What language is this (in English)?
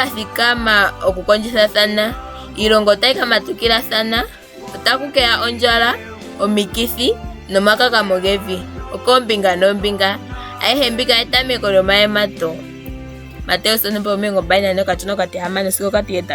Ndonga